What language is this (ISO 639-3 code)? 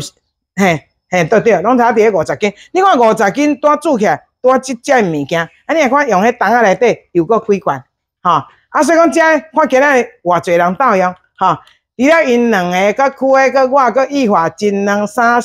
nan